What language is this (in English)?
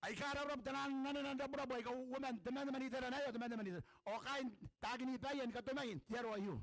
Gilbertese